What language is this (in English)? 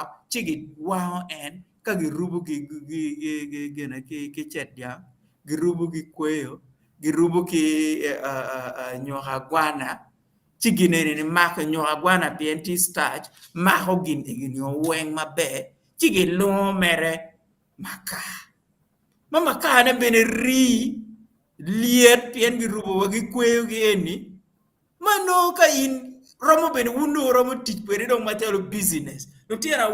Acoli